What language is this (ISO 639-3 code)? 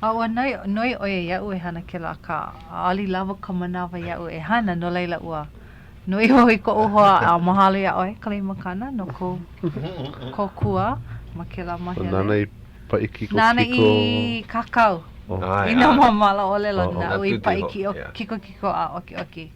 haw